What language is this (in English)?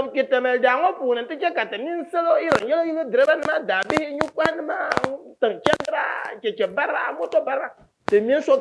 Dagbani